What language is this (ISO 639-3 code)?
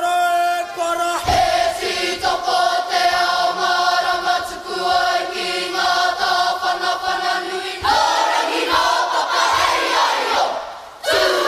mri